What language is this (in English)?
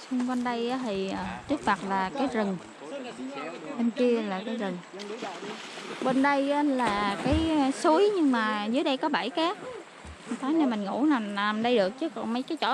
Vietnamese